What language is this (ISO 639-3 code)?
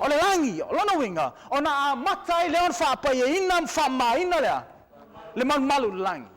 smo